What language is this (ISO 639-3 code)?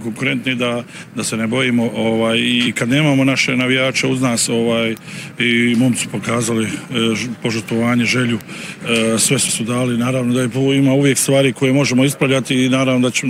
bos